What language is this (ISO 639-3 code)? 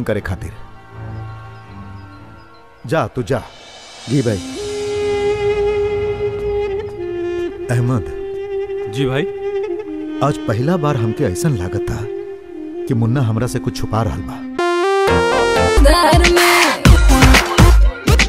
bho